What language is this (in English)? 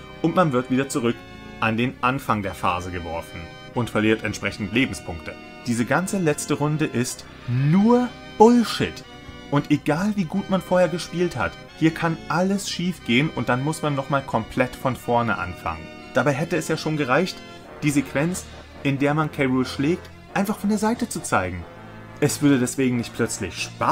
German